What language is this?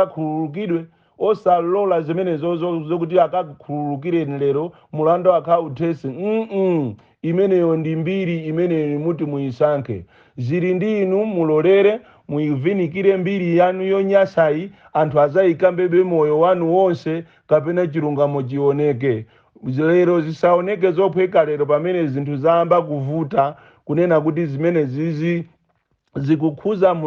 Nyanja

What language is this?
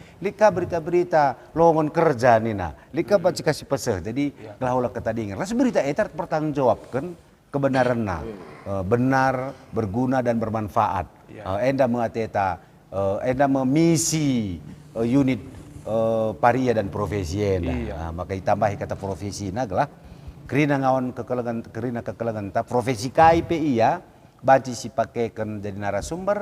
Batak Karo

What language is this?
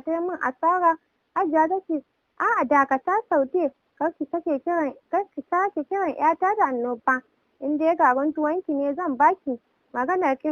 Hausa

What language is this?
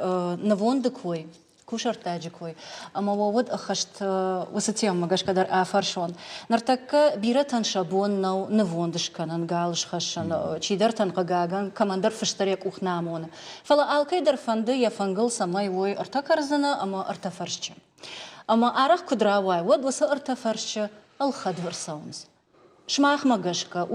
Ossetic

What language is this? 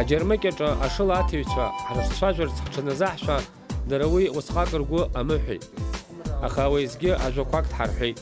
Abkhazian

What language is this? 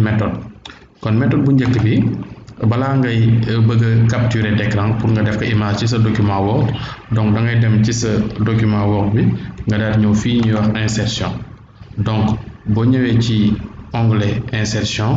Wolof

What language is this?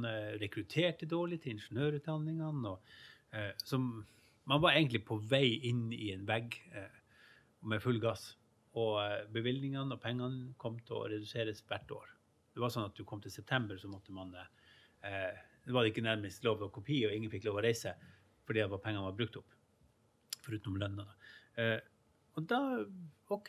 Norwegian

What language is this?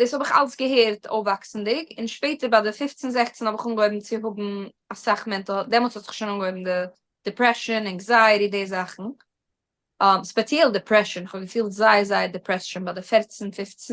Yiddish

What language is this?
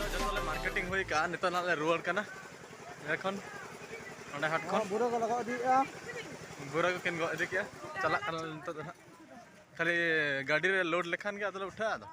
Santali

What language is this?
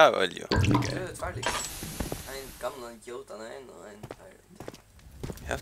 Faroese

